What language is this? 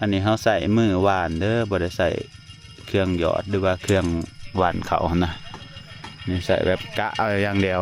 Lao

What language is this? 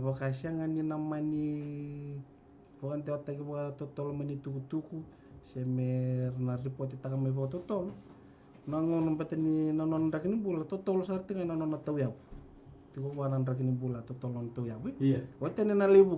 Fijian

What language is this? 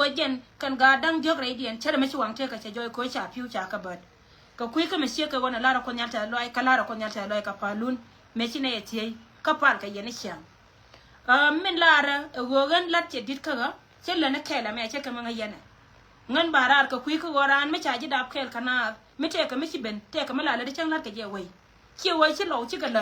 Nuer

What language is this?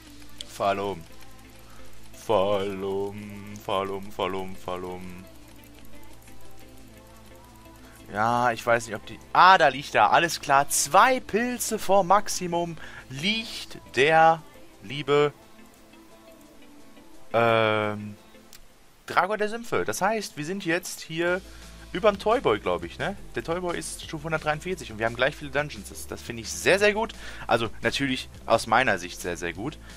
German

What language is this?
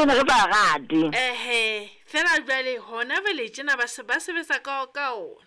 Southern Sotho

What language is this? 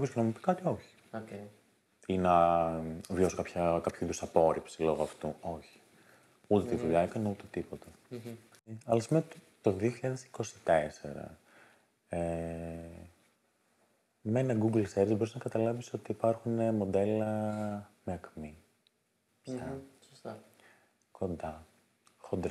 Greek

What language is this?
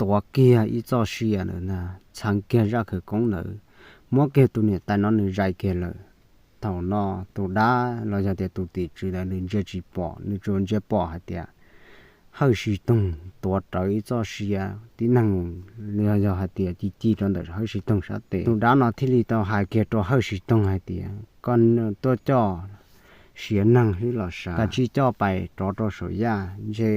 Hmong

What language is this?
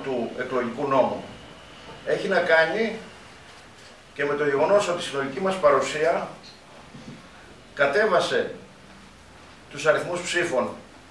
Greek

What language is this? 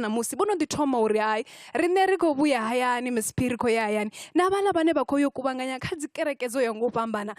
Venda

